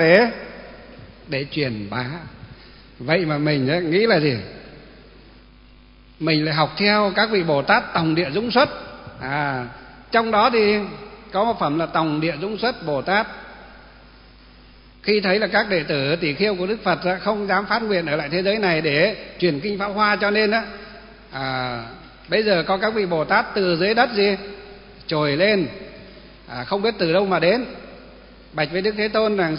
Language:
Vietnamese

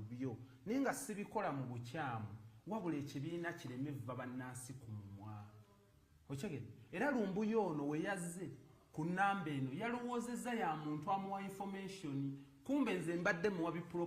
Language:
Ganda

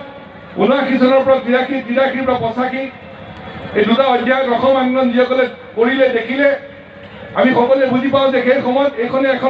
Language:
Assamese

